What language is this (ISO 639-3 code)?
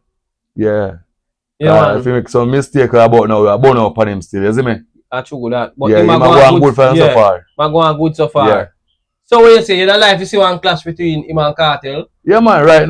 jam